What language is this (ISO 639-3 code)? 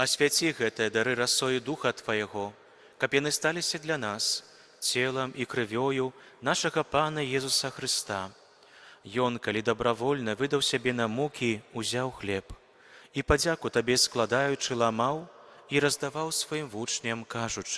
bel